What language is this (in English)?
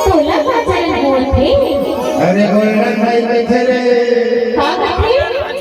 Chhattisgarhi